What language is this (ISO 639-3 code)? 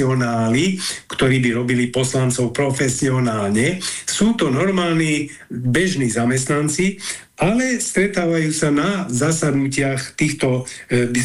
slk